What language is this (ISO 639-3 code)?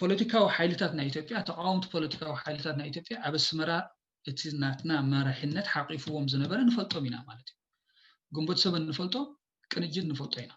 tir